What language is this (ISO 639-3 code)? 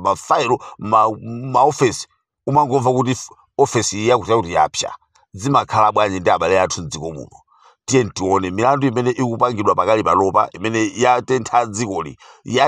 nya